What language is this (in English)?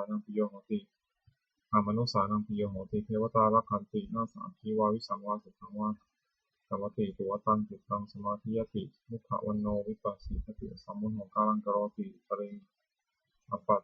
Pali